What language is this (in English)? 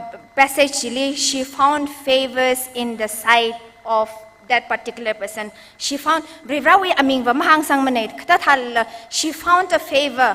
Tangkhul Naga (India)